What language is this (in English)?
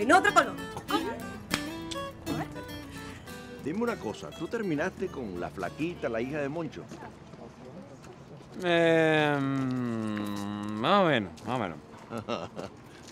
Spanish